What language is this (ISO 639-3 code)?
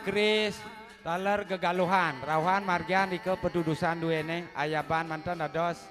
ban